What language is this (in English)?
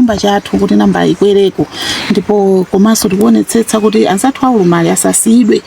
Nyanja